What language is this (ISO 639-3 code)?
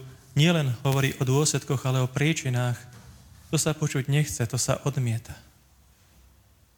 slk